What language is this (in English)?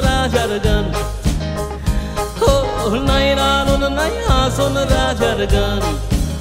Bangla